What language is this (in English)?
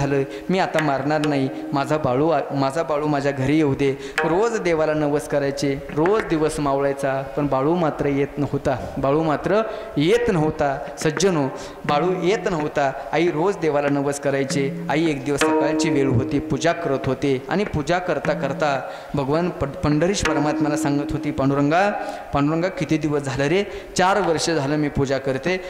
Marathi